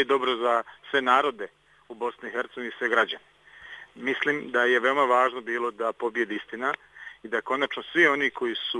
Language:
Bosnian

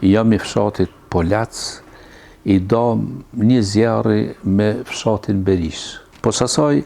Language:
Albanian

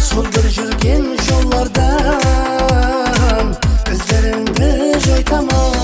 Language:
Kara-Kalpak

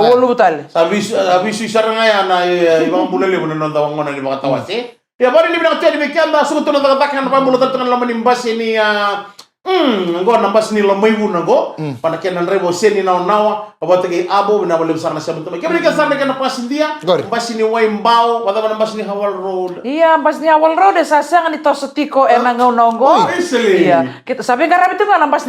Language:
Fijian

